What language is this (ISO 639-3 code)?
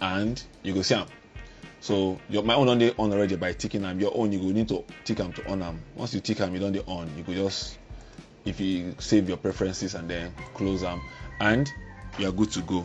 pcm